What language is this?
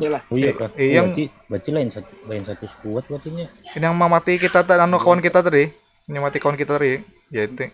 Banjar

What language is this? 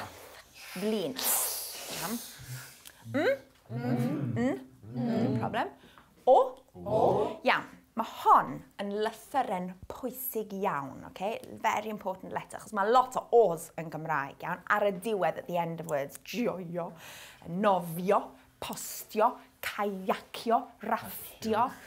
Welsh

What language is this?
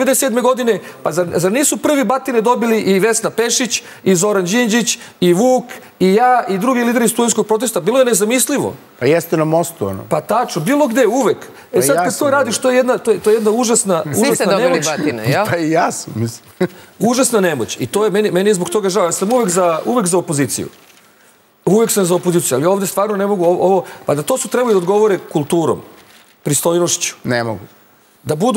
Serbian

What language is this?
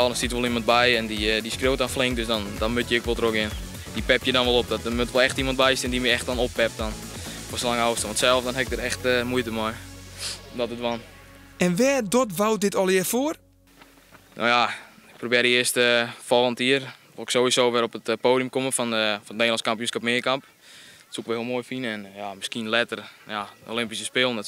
Western Frisian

